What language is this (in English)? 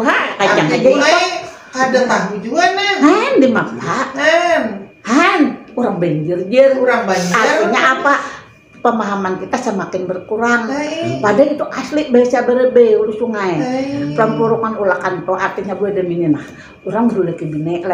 Banjar